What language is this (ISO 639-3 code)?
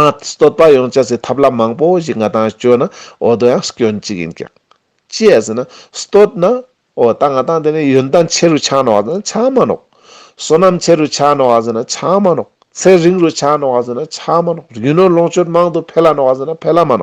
lbj